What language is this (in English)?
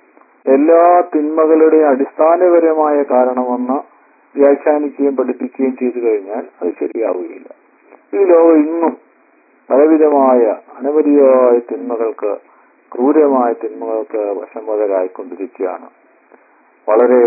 Malayalam